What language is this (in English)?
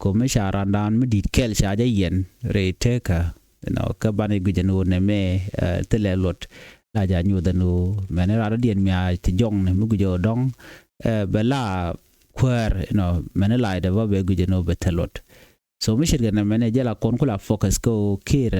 Nuer